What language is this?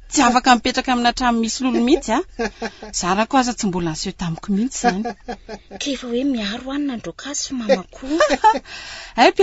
Malagasy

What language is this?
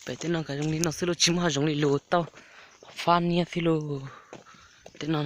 Hmong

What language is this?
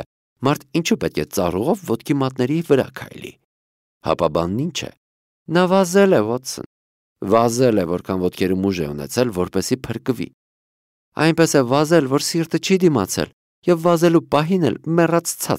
Armenian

